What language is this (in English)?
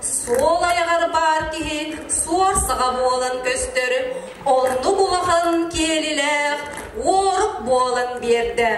Yakut